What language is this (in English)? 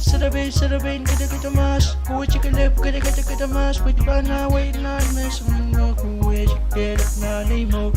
Pohnpeian